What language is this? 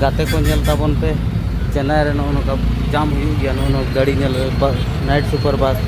Santali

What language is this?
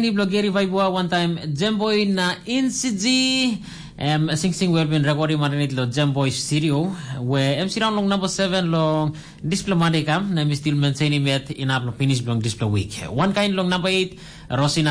Tok Pisin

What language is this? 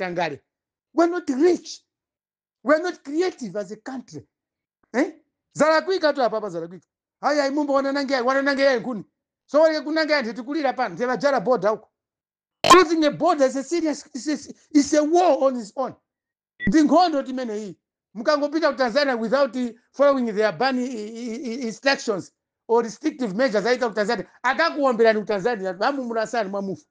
Nyanja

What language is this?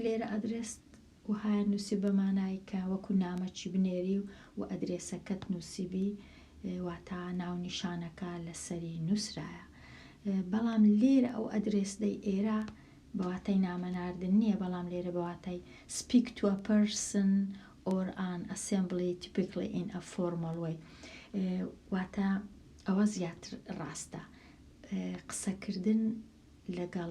Central Kurdish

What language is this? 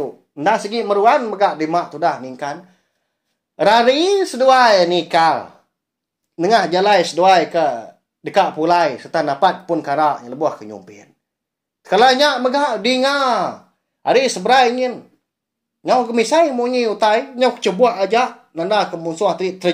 Iban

